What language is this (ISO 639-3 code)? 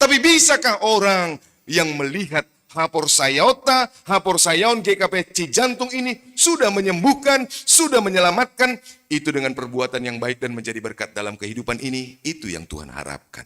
bts